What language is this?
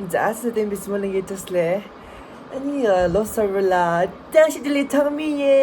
Tibetan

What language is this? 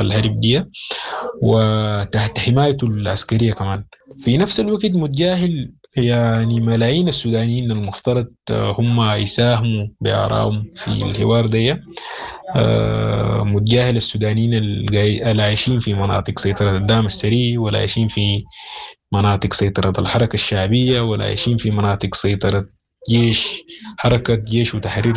Sudanese Arabic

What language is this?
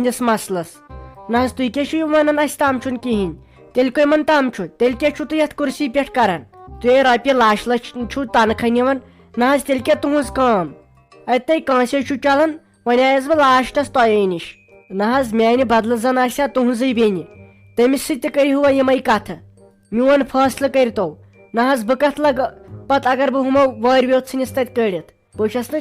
Kashmiri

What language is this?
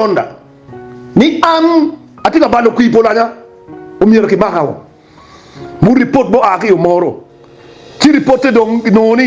Acoli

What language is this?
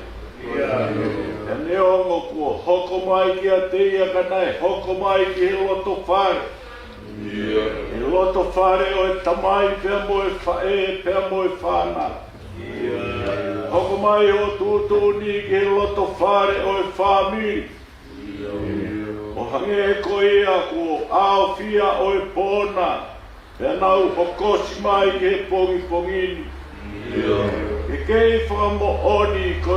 Tongan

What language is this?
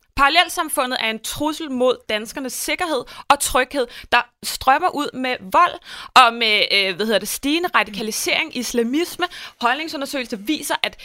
Danish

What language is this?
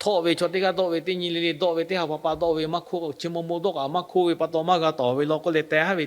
Lahu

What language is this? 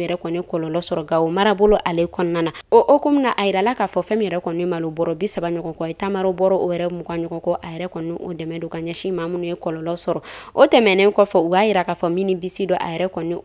Bambara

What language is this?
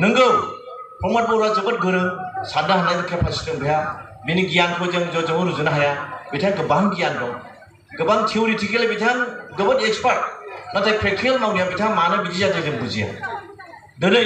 Bodo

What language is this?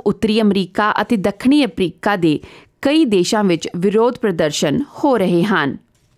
Punjabi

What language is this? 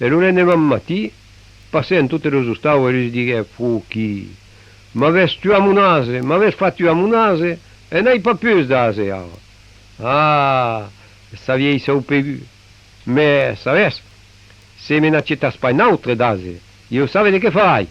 Occitan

